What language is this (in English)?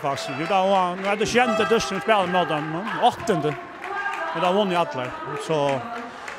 Faroese